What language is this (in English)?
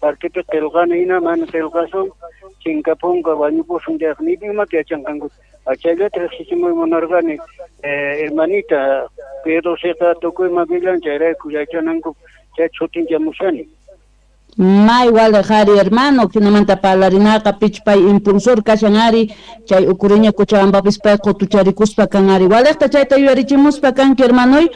South Bolivian Quechua